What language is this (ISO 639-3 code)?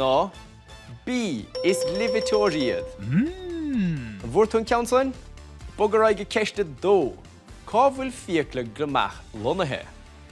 gle